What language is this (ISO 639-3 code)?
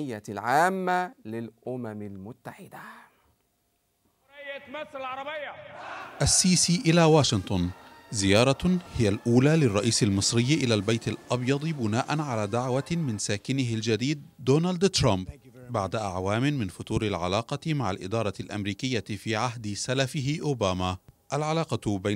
ara